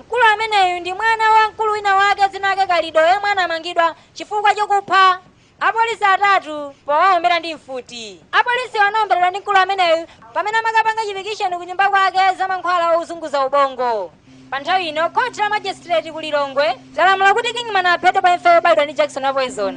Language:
Nyanja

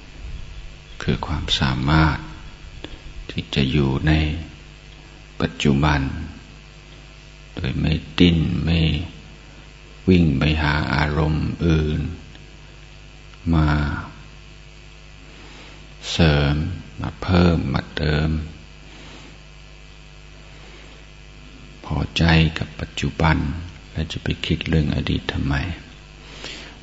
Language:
Thai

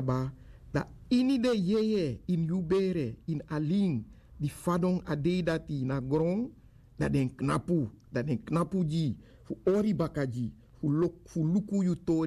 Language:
Sranan Tongo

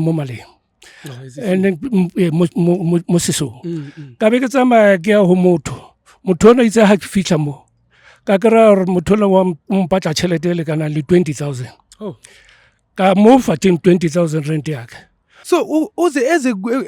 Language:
Zulu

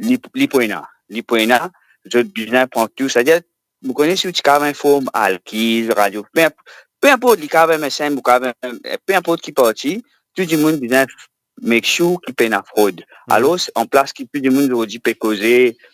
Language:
Morisyen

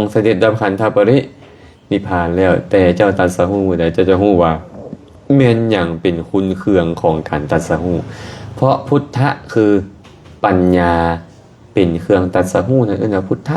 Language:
Lao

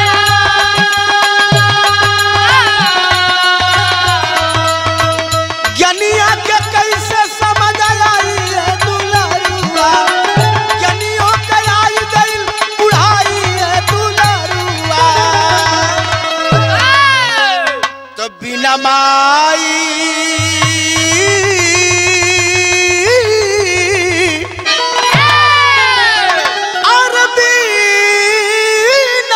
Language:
Bhojpuri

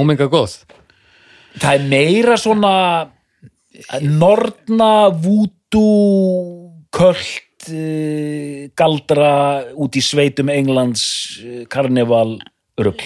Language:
Icelandic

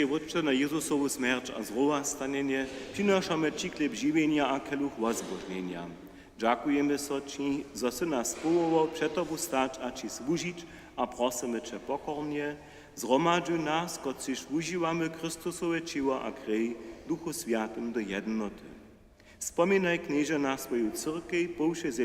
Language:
Upper Sorbian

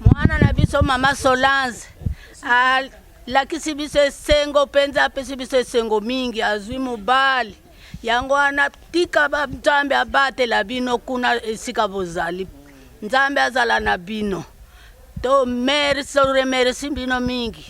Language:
Lingala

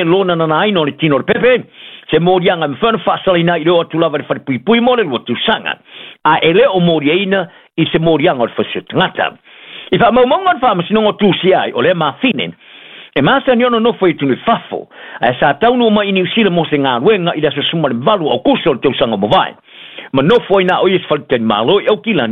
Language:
Samoan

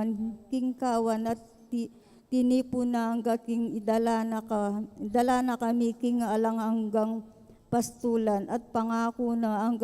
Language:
Pampanga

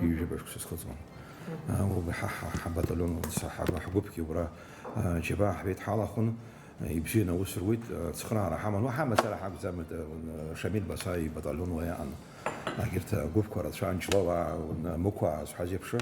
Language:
Abkhazian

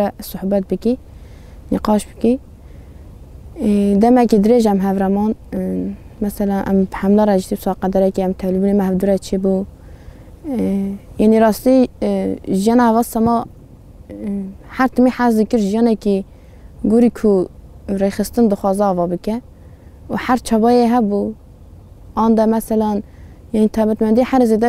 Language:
Kurdish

